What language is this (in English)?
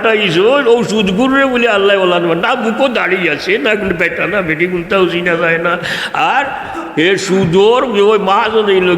Sylheti